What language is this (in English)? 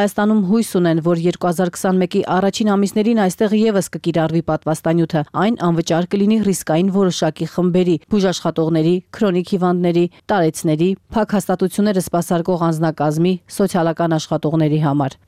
Armenian